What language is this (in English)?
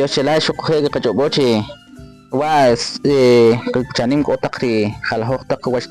Kʼicheʼ